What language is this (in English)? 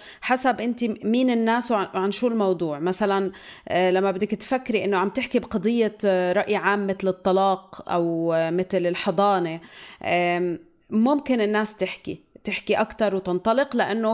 North Levantine Arabic